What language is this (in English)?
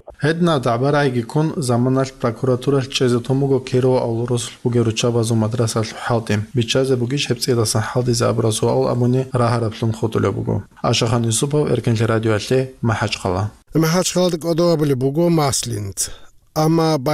Avaric